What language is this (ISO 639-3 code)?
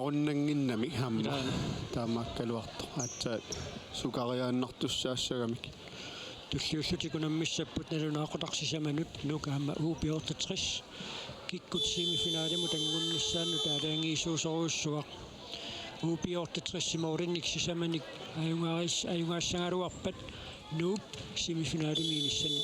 kal